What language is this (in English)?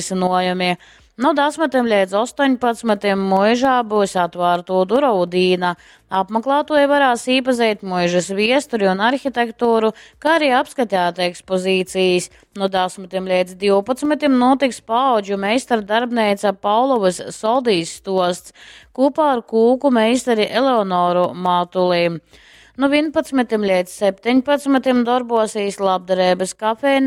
Latgalian